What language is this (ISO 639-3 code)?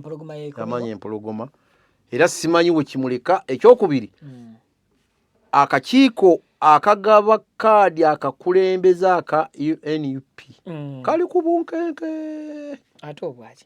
lug